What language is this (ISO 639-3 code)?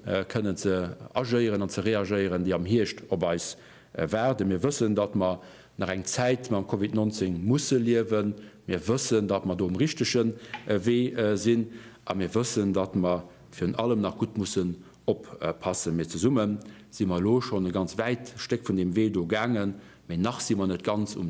ltz